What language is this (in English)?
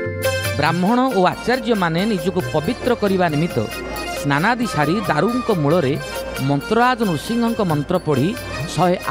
Odia